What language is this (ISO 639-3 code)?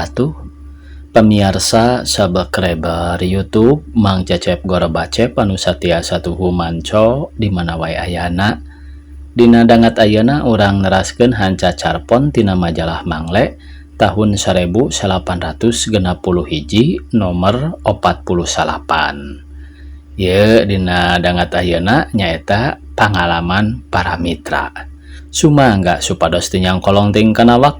sun